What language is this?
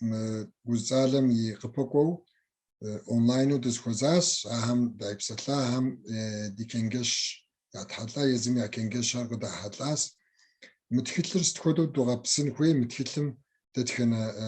Kabardian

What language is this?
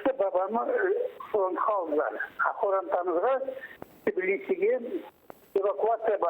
Crimean Tatar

